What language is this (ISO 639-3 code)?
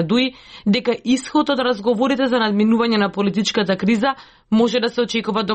mkd